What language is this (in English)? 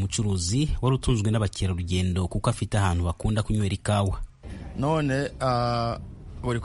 Kinyarwanda